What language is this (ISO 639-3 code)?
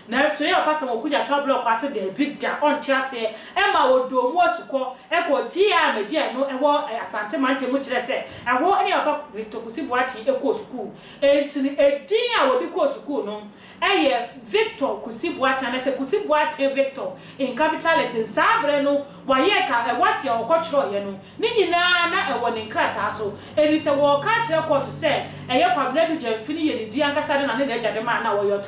aka